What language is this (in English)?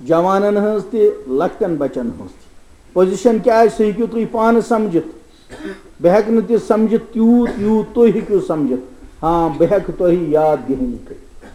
Kashmiri